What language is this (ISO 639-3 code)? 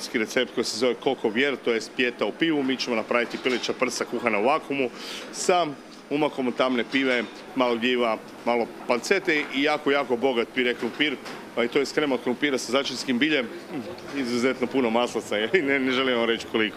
hrv